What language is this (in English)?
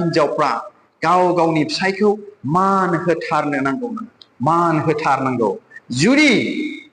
Bodo